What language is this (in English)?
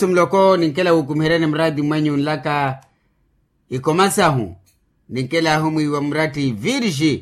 Makhuwa